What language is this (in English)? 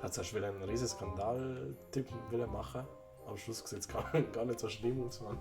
Swiss German